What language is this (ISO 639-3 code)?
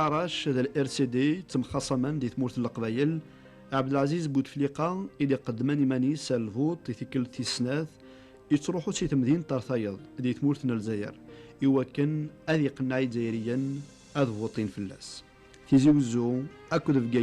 kab